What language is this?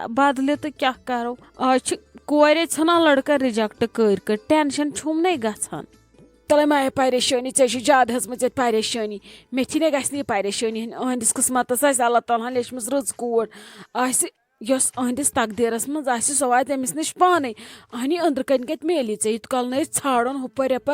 Kashmiri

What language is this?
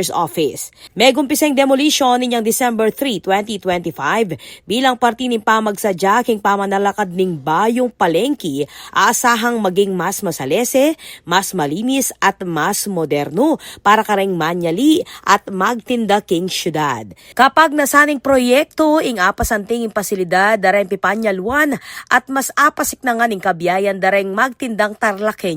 Pampanga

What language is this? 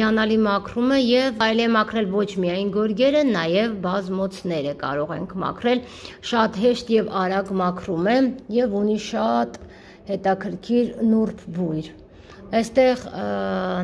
Armenian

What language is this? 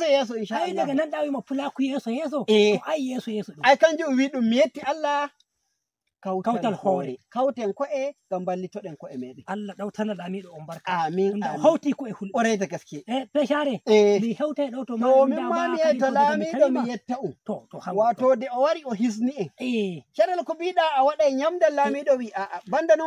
Nigerian Fulfulde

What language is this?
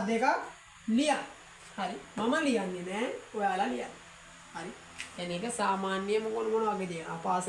Sinhala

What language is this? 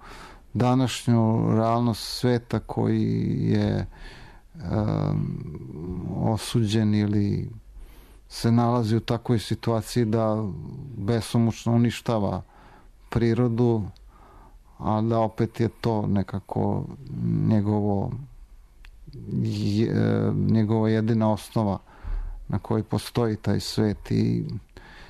Serbian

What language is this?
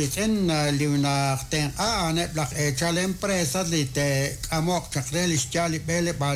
Kekchí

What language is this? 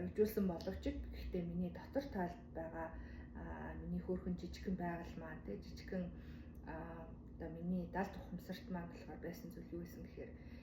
Mongolian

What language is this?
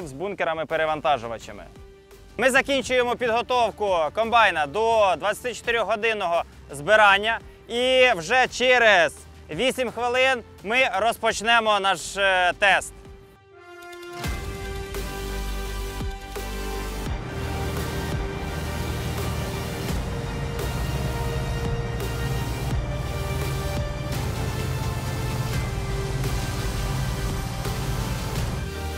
Ukrainian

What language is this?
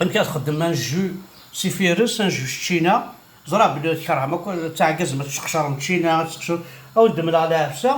Kabyle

